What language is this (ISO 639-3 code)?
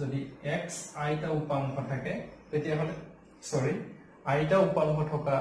asm